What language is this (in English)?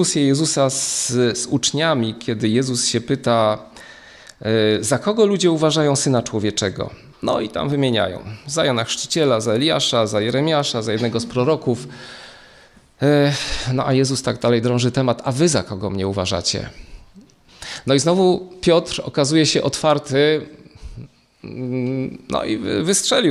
Polish